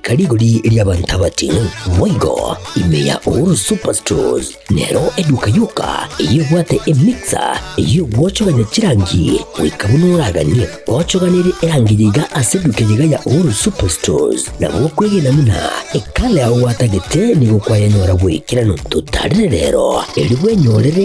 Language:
Gusii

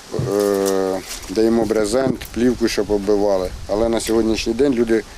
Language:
Ukrainian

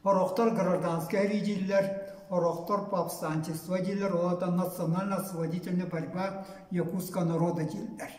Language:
Yakut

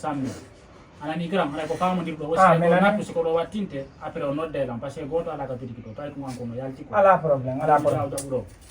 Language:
Fula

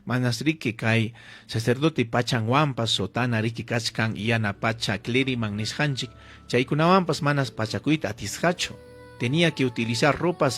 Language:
Ayacucho Quechua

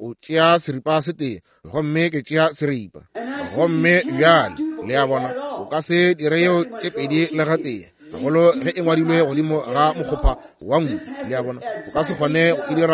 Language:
Northern Sotho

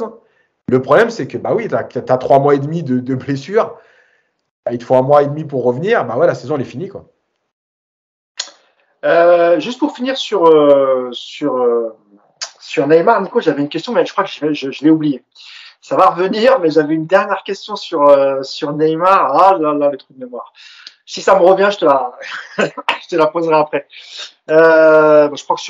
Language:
French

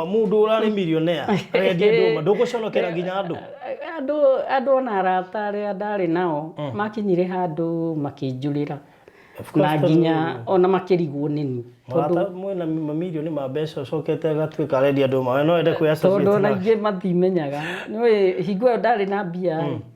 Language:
Kikuyu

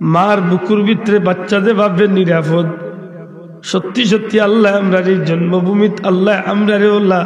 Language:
Sylheti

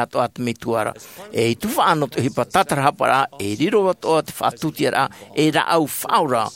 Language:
Tahitian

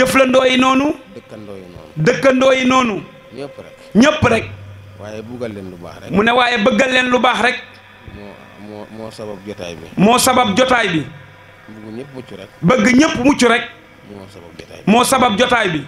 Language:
Wolof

